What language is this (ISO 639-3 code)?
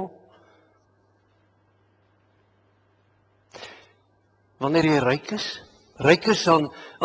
afr